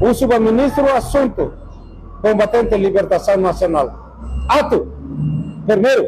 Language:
Tetum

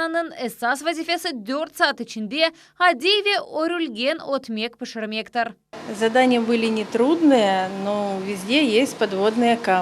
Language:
Crimean Tatar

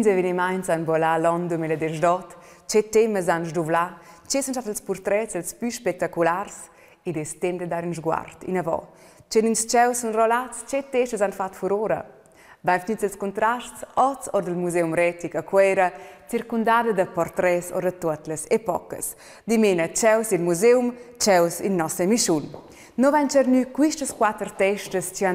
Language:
Romansh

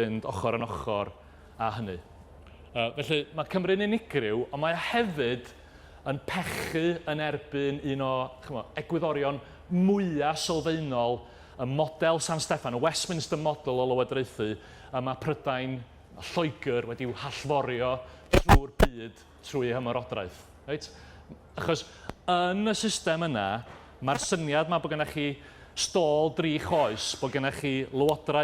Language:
Welsh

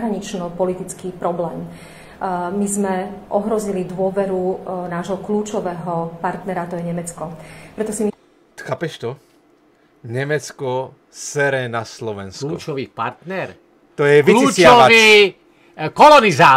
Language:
Slovak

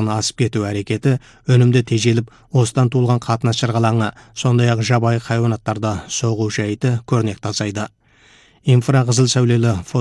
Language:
Kazakh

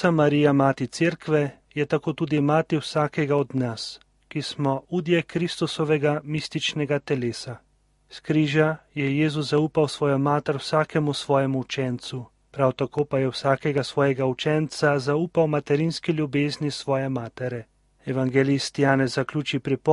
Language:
Slovenian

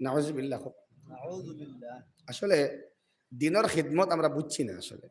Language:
Sylheti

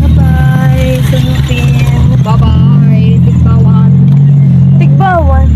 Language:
Hiligaynon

